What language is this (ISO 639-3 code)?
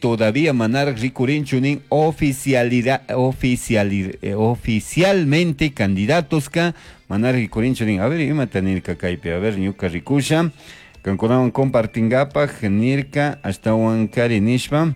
qug